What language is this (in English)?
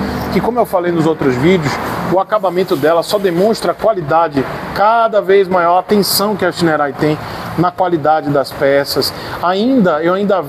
Portuguese